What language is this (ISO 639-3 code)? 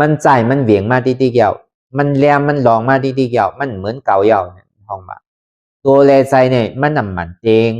khb